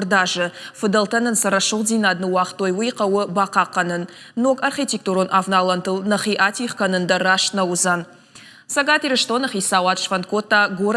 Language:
Ossetic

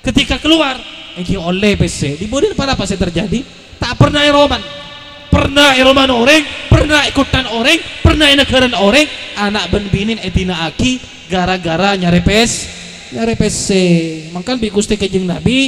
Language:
Madurese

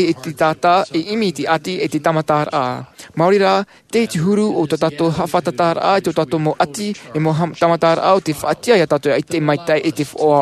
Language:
Tahitian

